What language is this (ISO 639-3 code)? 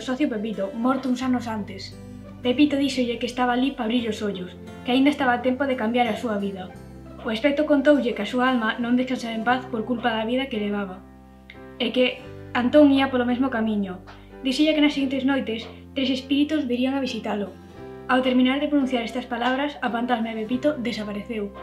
glg